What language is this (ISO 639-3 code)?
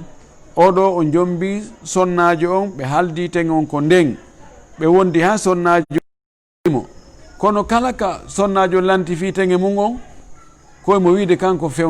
ful